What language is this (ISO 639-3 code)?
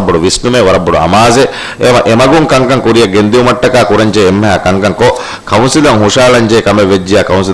div